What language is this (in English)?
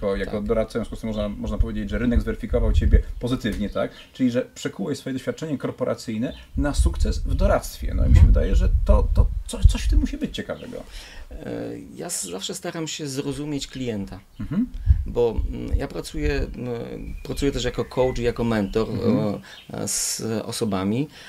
Polish